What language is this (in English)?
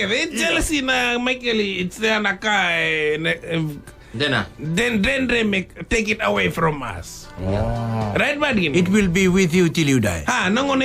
Fijian